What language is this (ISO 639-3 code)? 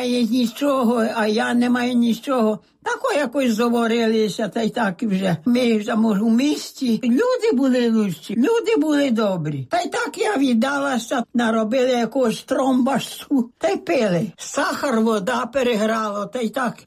ukr